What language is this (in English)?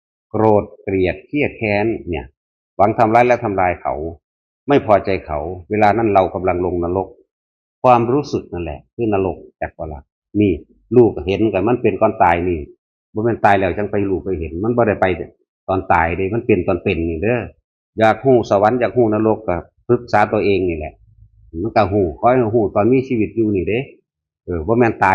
Northeastern Thai